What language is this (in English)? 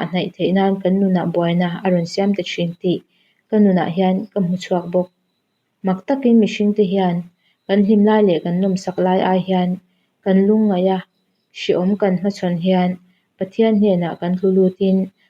Mizo